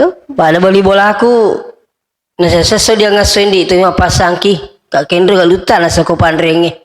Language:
Buginese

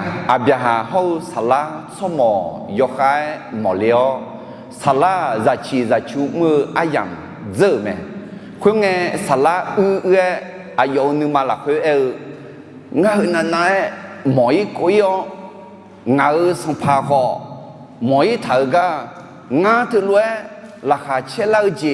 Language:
Akha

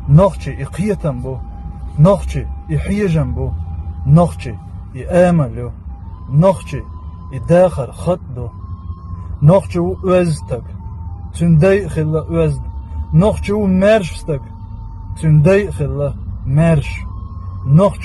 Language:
Chechen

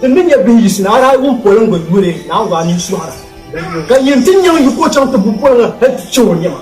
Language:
Dagbani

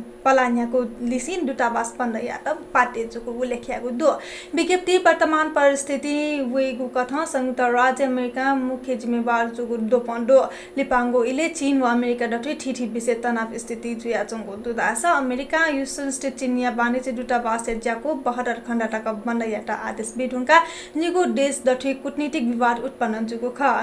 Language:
Newari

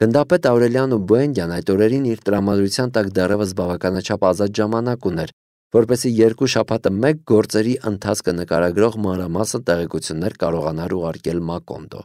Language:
Armenian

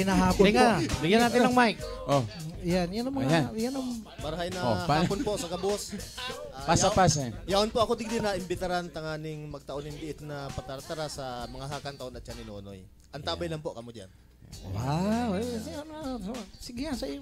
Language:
Bikol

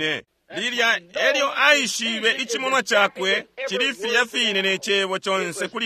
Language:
Bemba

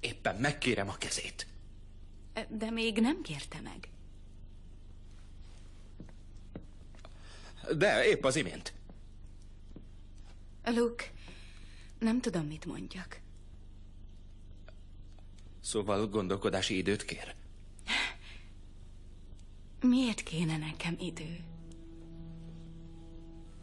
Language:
Hungarian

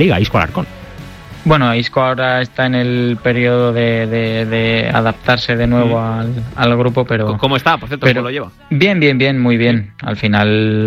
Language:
Spanish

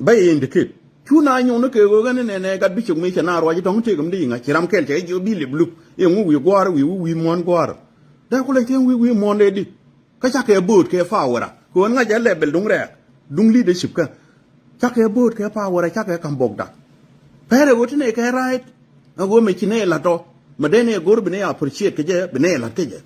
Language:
Nuer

